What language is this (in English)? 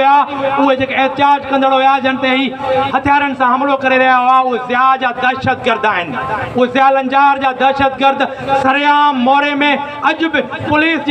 Sindhi